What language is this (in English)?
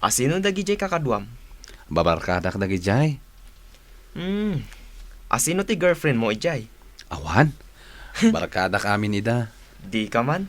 Iloko